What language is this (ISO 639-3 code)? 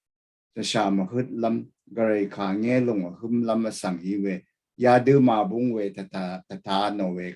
raw